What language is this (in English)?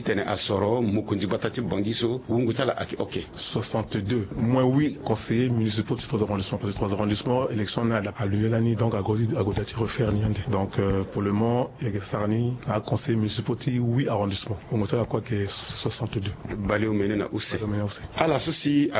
Sango